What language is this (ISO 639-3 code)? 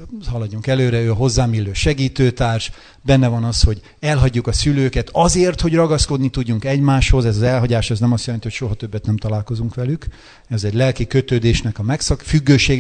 hun